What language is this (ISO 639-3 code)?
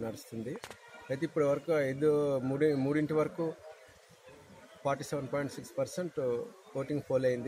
tel